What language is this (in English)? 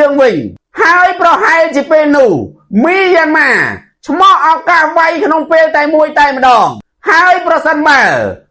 Khmer